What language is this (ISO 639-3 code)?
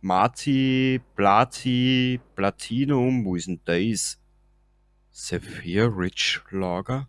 bar